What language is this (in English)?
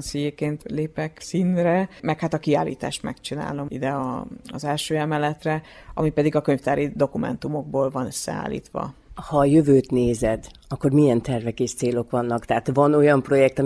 Hungarian